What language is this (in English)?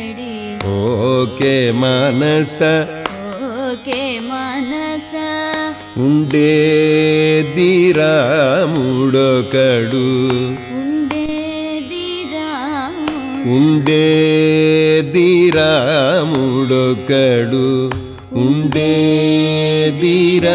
Telugu